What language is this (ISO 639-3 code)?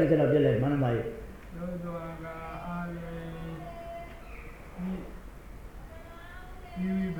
mya